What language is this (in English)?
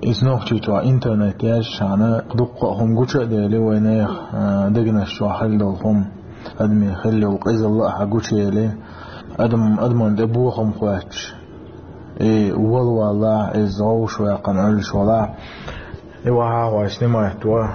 Chechen